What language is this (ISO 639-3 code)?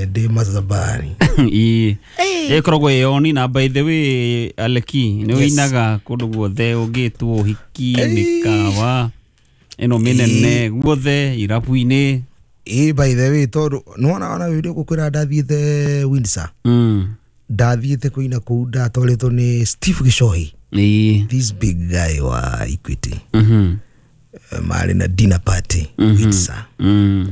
kik